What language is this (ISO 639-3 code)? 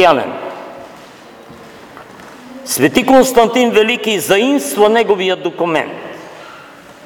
bul